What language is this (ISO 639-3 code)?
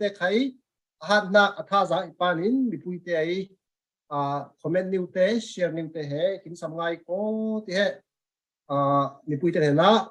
cfm